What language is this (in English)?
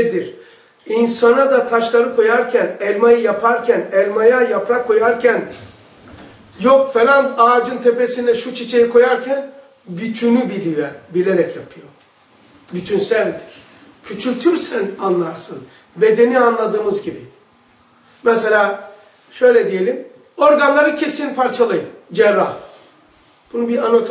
Turkish